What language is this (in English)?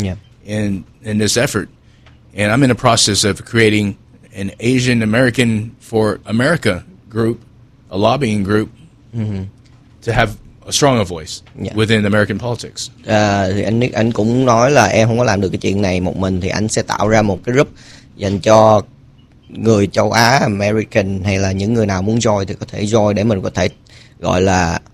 Vietnamese